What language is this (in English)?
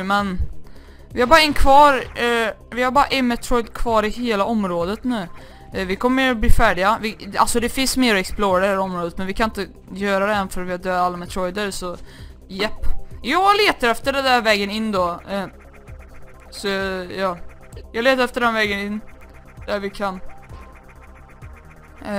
Swedish